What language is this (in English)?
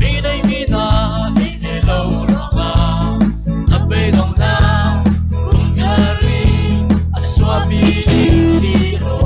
Falam Chin